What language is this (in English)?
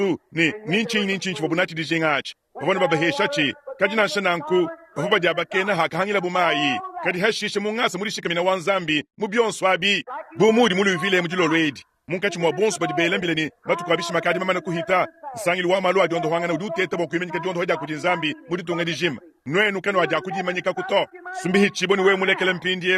Luba-Lulua